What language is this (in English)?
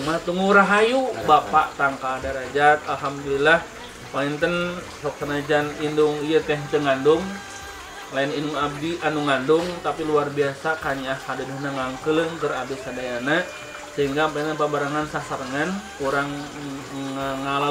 Sundanese